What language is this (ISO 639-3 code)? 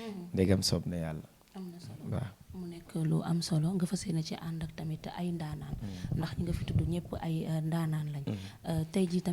wol